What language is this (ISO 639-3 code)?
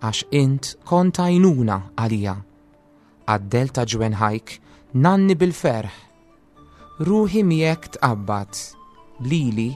mlt